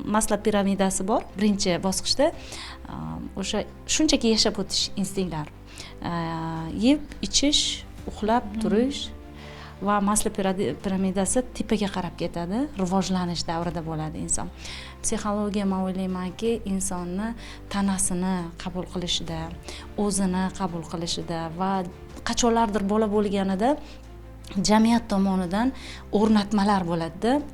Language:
Uzbek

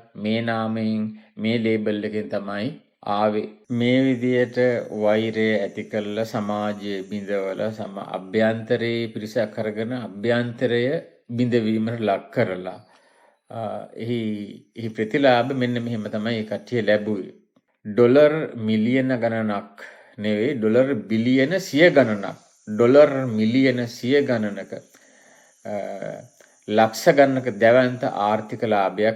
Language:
Sinhala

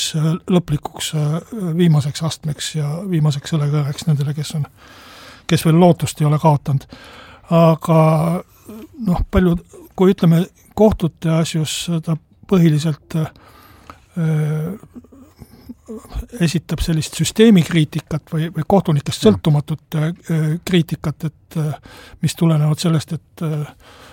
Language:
Estonian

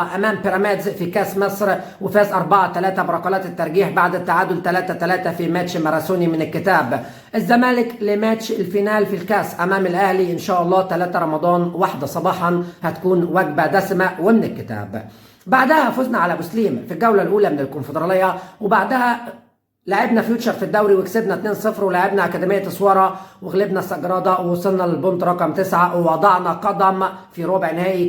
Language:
Egyptian Arabic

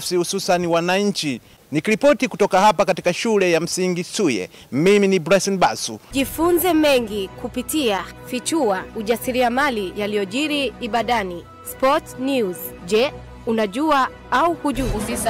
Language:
Swahili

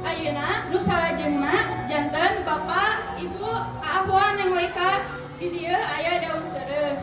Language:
Sundanese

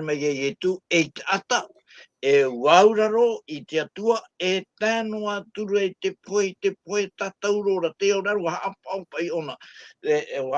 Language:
Tahitian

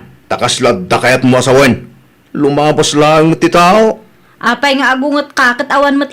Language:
Iloko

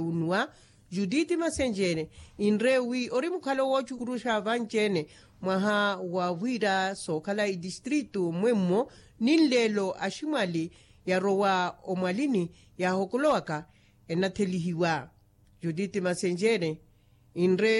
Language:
Makhuwa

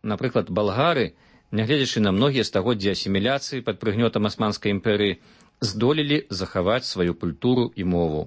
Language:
Belarusian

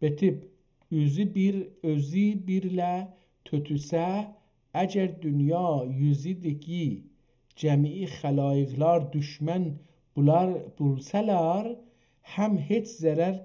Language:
South Azerbaijani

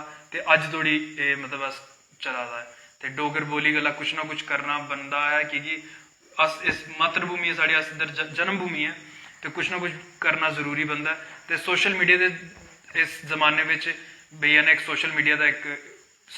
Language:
Dogri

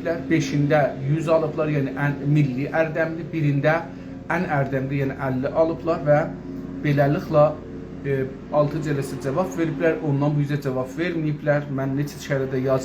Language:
South Azerbaijani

